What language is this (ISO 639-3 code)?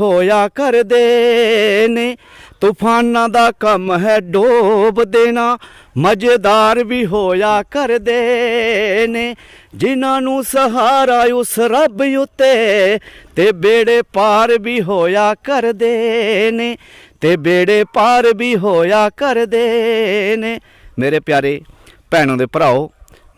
doi